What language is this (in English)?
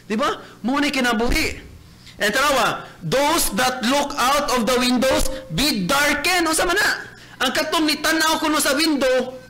Cebuano